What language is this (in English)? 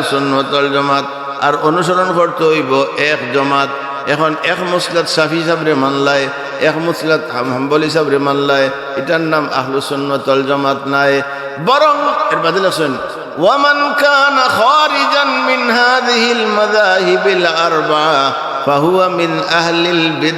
Sylheti